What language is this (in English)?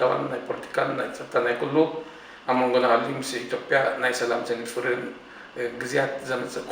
Tigrinya